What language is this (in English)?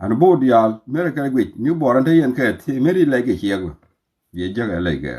Nuer